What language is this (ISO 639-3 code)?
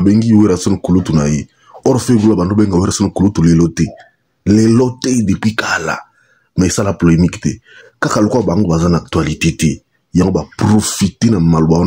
lin